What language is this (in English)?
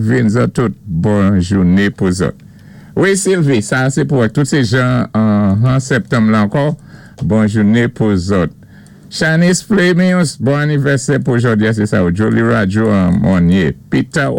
Saint Lucian Creole French